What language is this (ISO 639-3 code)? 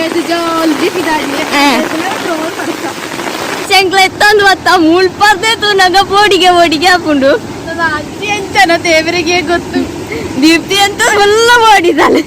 tcy